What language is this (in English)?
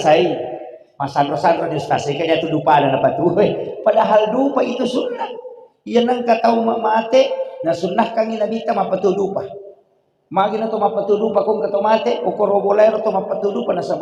Buginese